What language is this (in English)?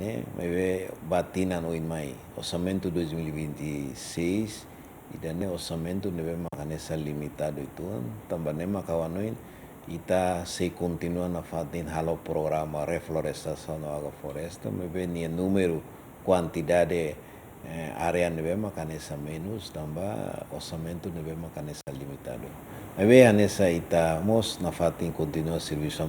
Tetum